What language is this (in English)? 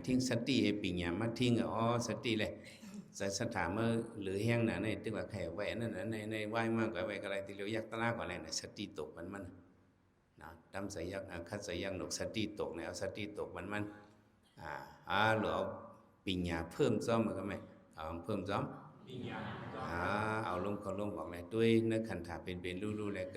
Shan